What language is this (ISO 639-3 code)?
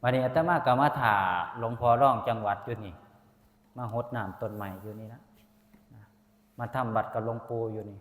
tts